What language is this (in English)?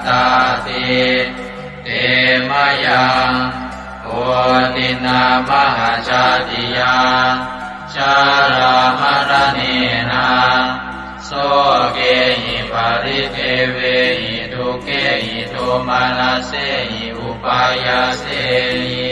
Pali